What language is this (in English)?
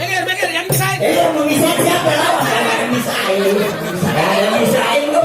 Betawi